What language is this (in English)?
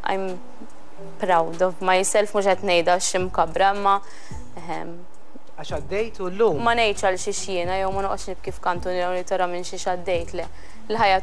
Maltese